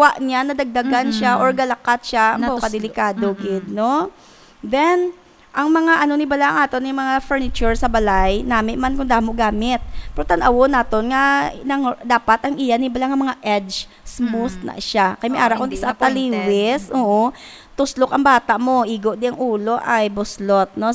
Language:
Hiligaynon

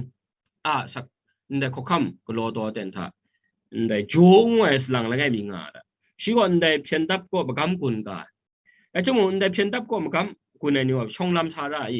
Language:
Kachin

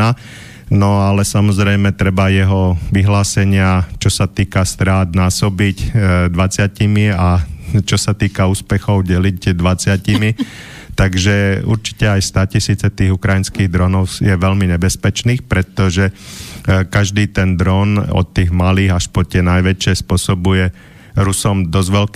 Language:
Slovak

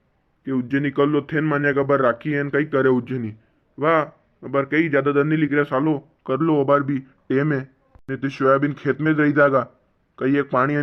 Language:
Rajasthani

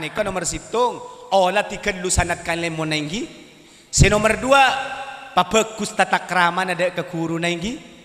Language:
Madurese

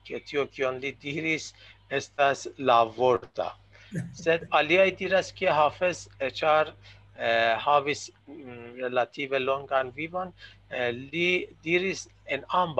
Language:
Esperanto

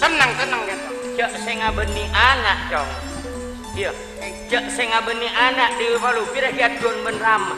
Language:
Madurese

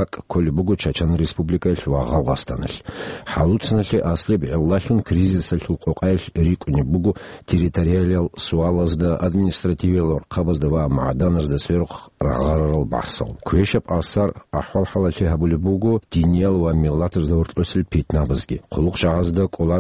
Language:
Avaric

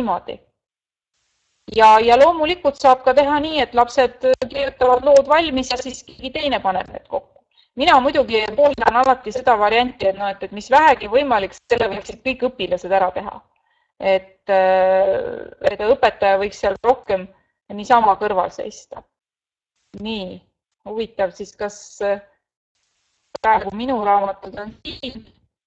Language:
Estonian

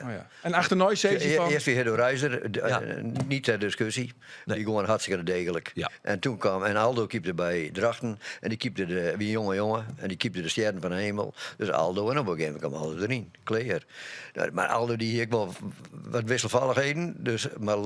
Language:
Western Frisian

